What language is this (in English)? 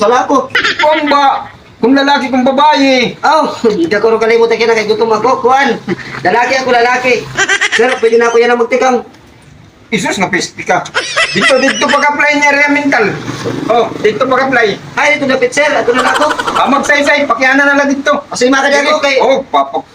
Waray